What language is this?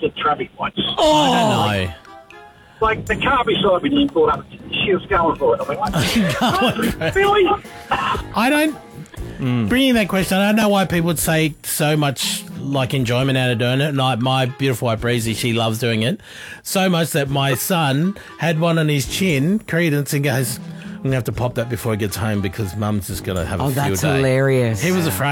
English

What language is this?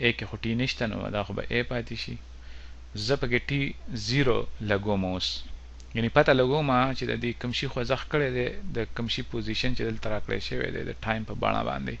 Pashto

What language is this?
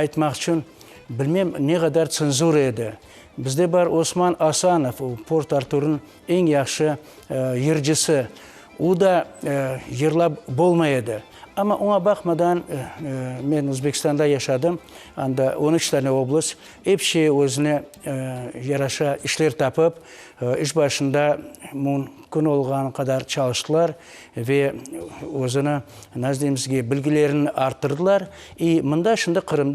Crimean Tatar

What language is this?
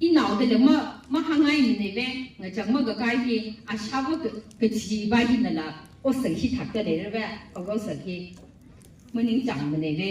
Tangkhul Naga (India)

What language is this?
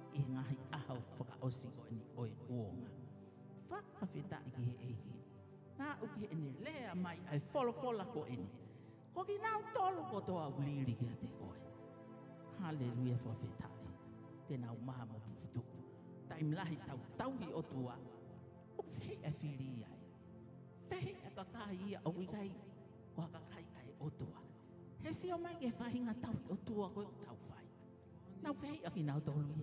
Tongan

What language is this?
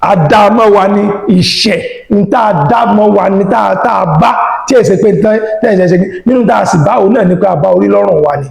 Yoruba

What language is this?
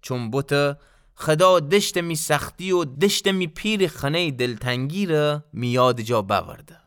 Gilaki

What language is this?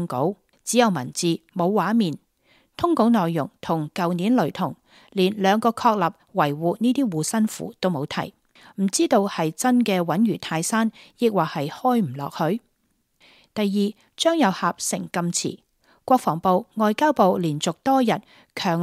Cantonese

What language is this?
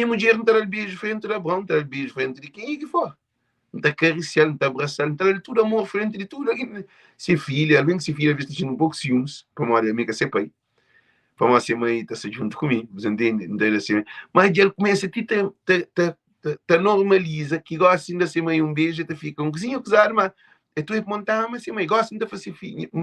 Kabuverdianu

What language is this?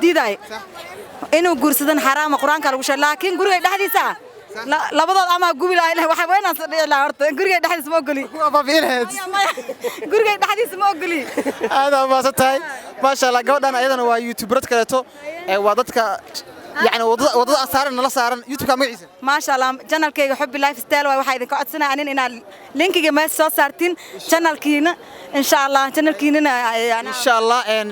Somali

